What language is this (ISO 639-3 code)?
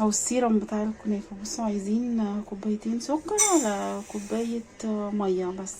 arz